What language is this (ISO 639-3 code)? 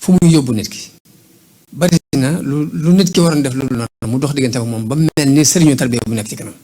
wol